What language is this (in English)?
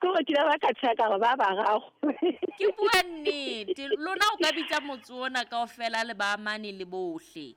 Southern Sotho